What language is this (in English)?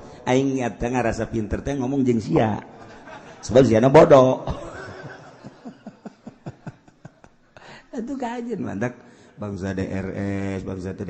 Sundanese